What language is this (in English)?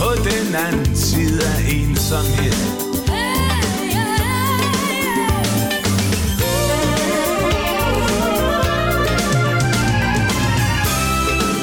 Danish